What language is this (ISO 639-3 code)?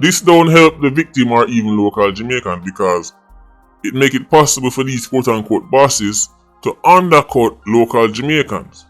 jam